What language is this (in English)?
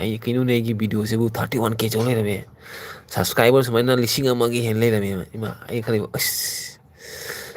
Manipuri